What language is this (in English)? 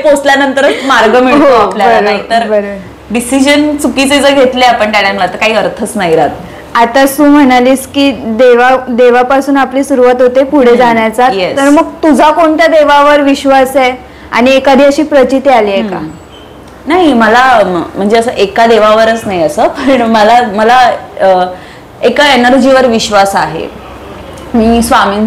Marathi